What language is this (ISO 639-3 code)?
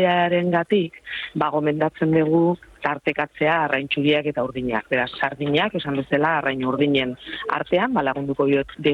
eus